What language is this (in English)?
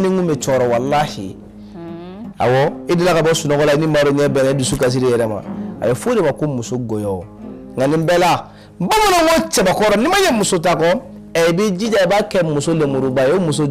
Bambara